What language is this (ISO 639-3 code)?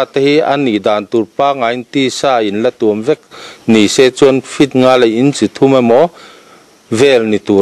lus